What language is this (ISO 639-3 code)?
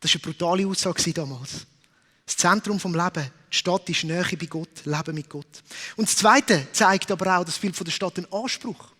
gsw